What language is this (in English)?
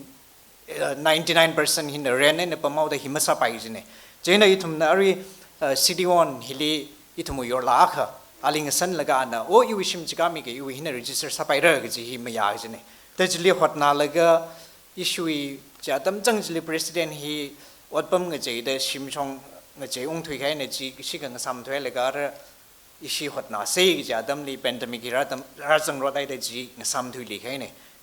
Tangkhul Naga (India)